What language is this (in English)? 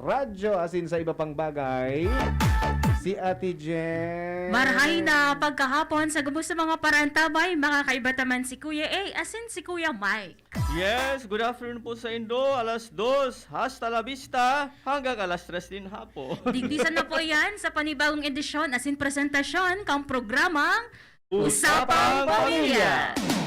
Bikol